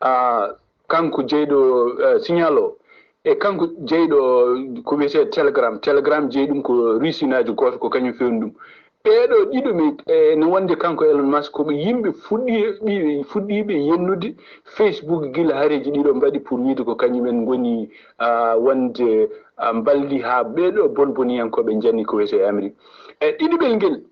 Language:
Fula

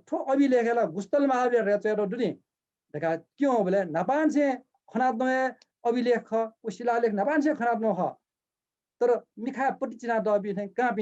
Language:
Newari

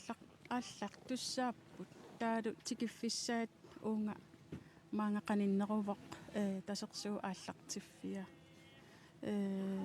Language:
Kalaallisut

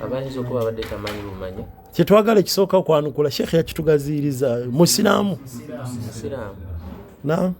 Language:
Ganda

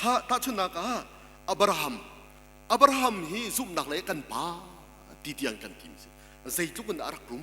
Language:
Hakha Chin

